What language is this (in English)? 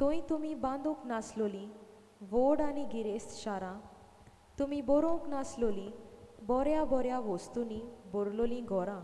Konkani